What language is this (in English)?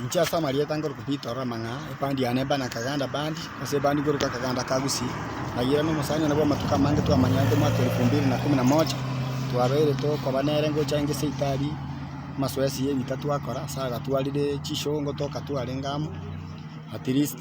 Gusii